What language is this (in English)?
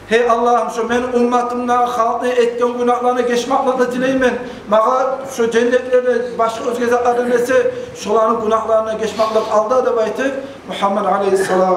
Kumyk